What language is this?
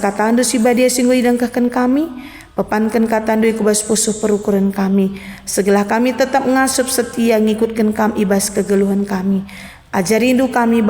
Batak Karo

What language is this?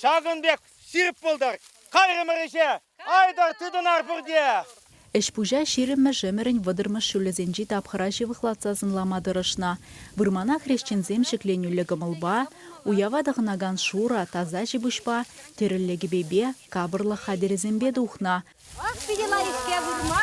Chuvash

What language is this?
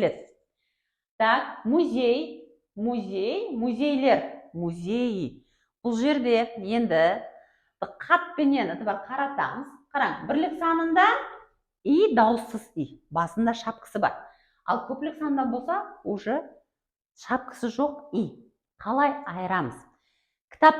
Kara-Kalpak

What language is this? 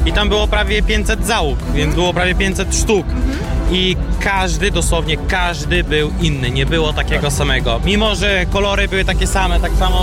Polish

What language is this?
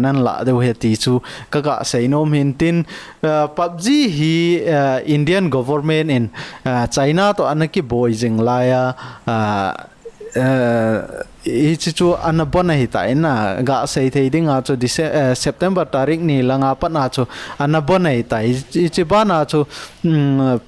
Thado Chin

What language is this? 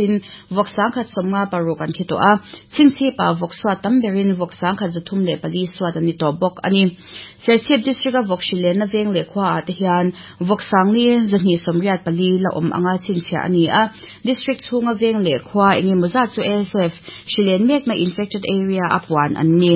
Mizo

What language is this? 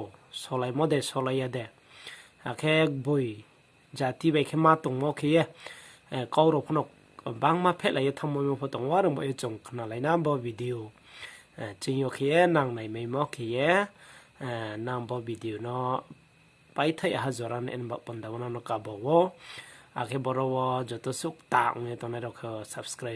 Riang (India)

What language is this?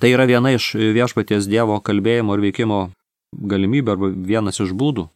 Lithuanian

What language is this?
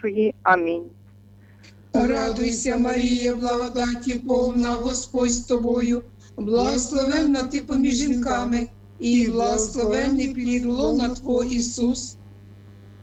Ukrainian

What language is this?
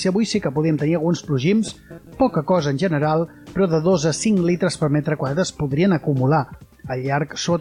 Catalan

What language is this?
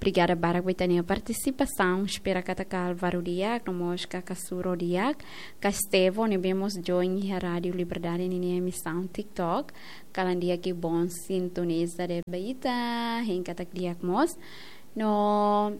Tetum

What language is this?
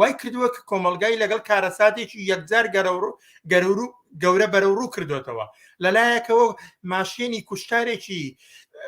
Central Kurdish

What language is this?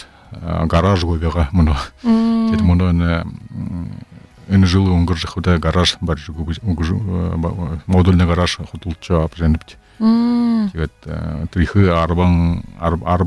Buriat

